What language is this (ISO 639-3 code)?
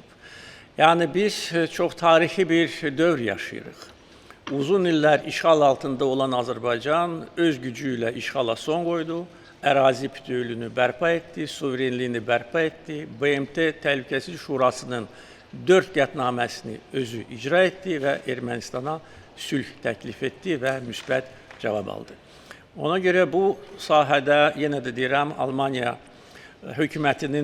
aze